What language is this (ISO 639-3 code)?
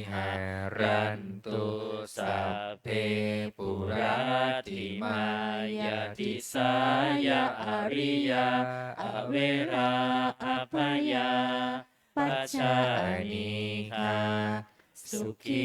pli